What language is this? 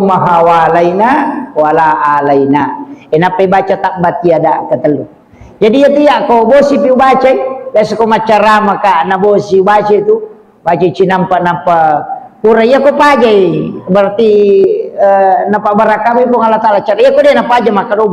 Buginese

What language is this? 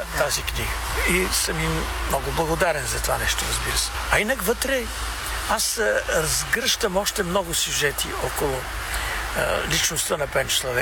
Bulgarian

